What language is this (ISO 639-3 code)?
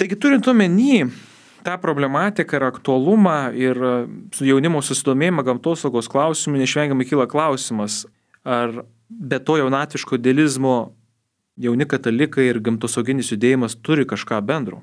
lit